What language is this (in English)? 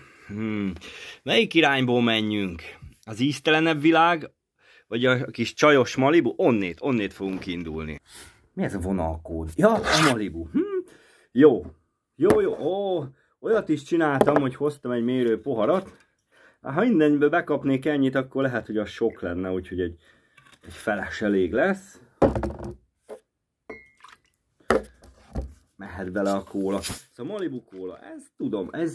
Hungarian